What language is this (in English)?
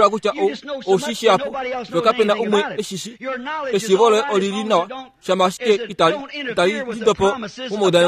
Kuanyama